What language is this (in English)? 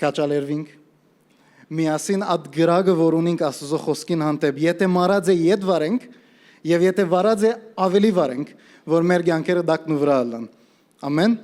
Western Armenian